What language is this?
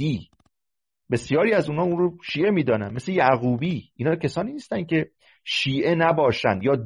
Persian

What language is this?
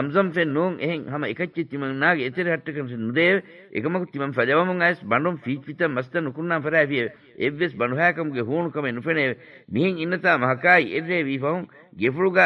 Divehi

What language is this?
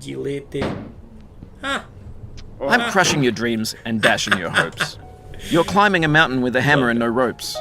Rusyn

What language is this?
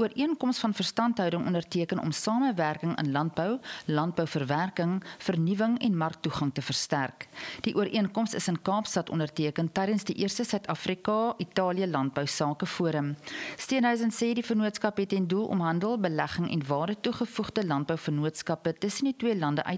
Afrikaans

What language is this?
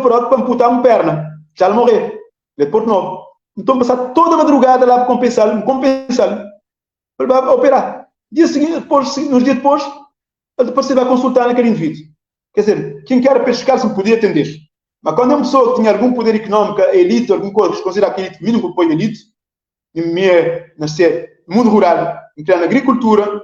Kabuverdianu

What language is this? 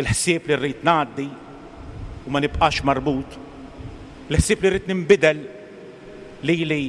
Maltese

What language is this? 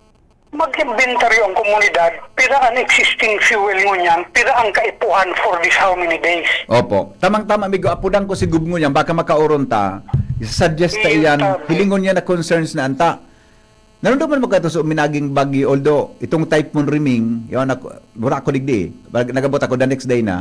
Bikol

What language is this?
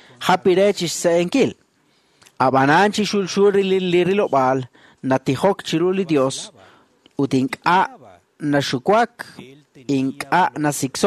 Kekchí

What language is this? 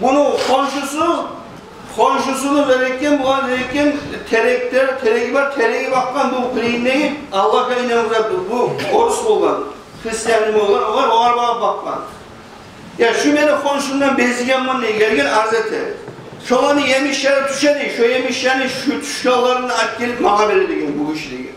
Kumyk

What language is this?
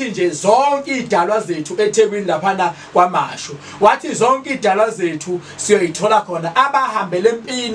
Zulu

